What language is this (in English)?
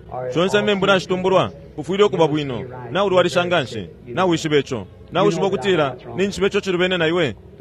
Bemba